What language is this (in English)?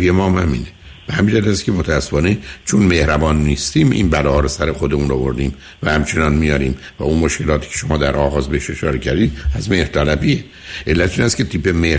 Persian